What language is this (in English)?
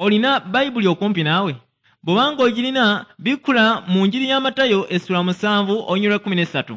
Ganda